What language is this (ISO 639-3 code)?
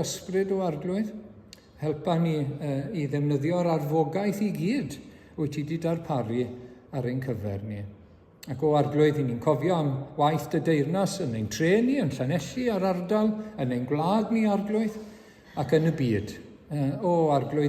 cym